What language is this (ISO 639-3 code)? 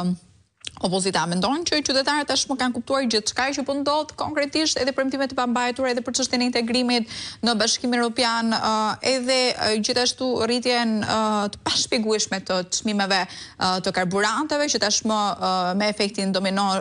sqi